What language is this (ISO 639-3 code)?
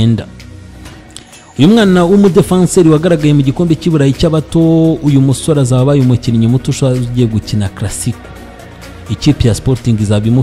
kin